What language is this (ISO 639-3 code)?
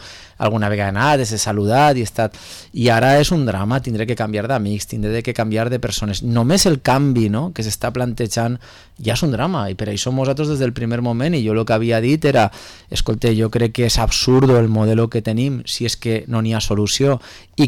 cat